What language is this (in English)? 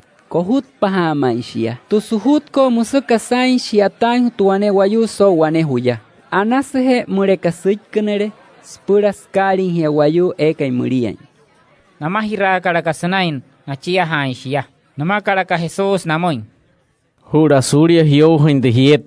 Wayuu